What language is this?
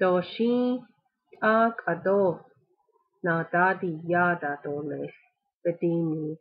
Navajo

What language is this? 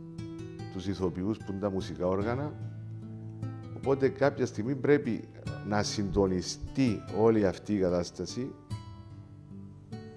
Greek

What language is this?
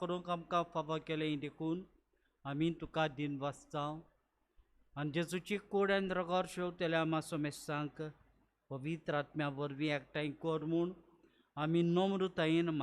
Konkani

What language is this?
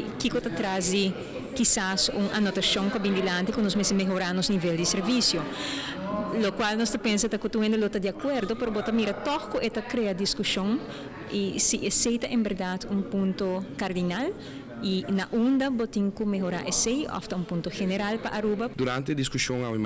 Papiamento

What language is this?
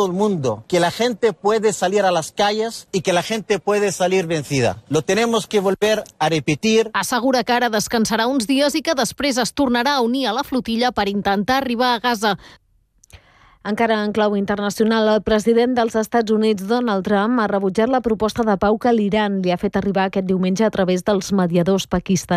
Catalan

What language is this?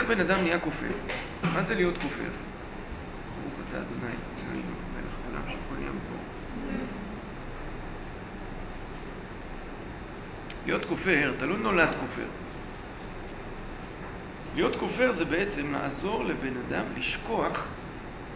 Hebrew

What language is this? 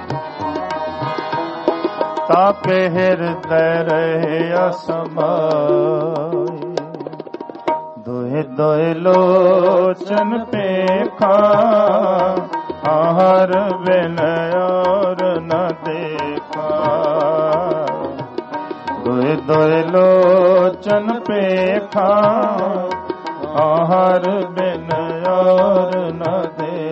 Punjabi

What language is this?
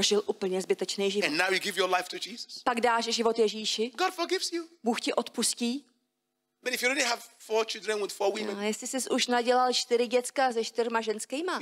Czech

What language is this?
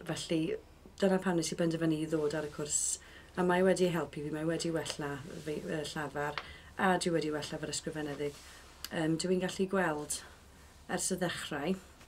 Welsh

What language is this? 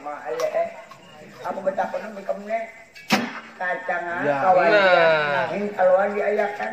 Banjar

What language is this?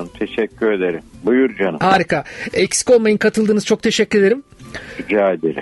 Turkish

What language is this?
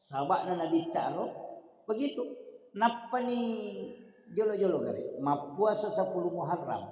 Buginese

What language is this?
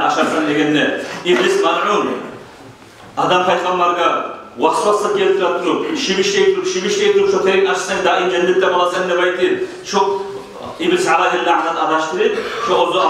Kumyk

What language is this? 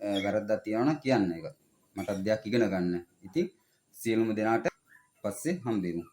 Sinhala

